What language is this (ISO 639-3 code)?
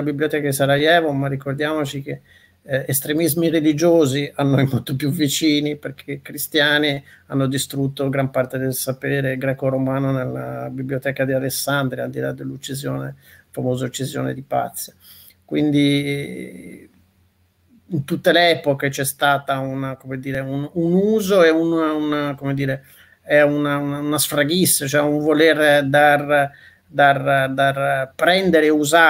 ita